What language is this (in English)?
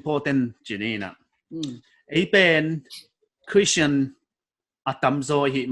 Paite Chin